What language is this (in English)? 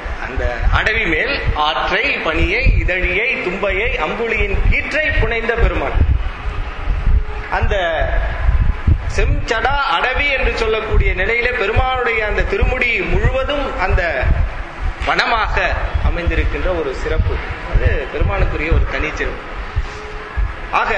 Tamil